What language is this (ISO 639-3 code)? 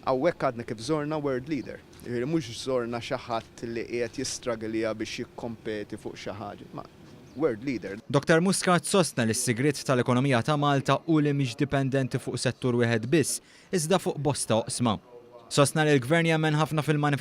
mlt